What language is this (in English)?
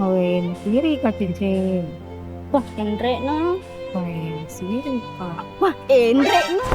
Buginese